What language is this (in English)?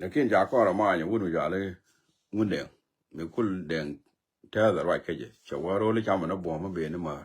Nuer